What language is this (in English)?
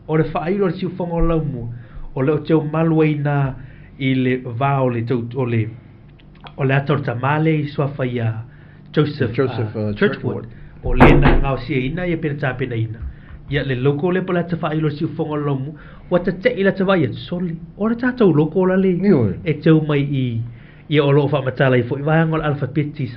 Samoan